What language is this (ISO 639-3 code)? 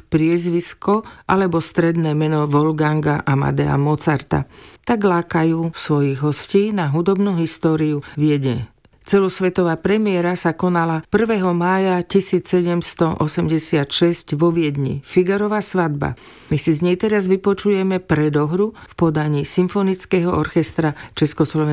slk